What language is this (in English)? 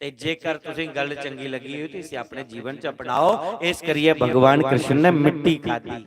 Dogri